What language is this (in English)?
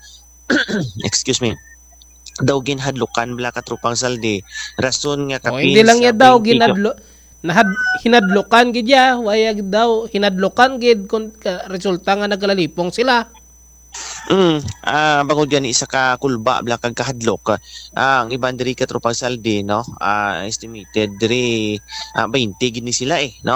Hiligaynon